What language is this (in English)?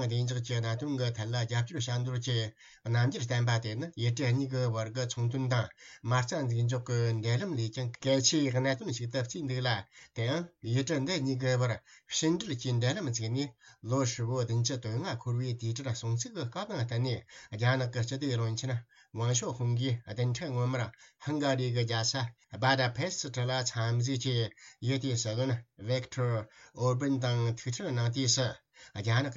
Tibetan